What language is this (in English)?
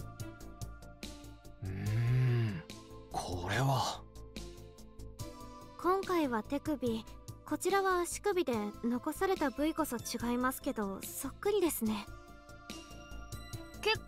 Japanese